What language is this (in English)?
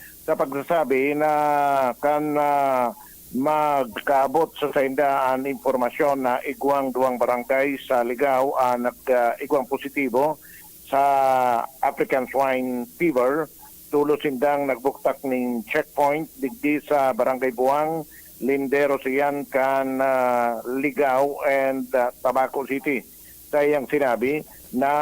Bikol